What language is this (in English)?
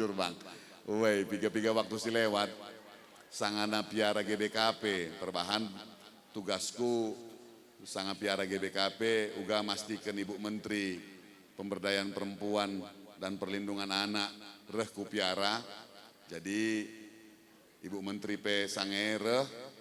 Batak Karo